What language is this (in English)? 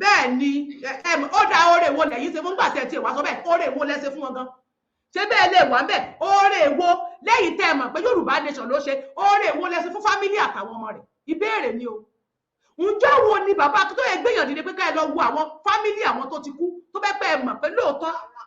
Yoruba